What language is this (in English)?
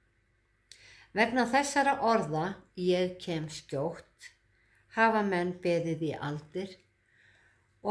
Icelandic